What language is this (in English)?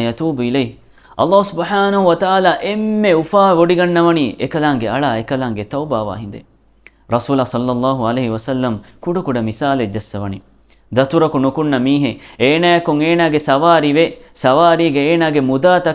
Divehi